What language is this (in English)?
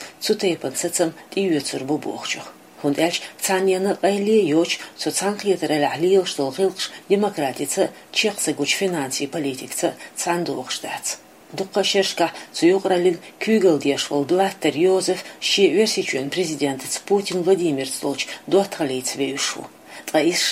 Chechen